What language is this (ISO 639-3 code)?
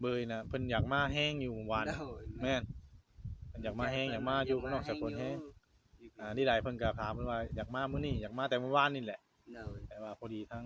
tts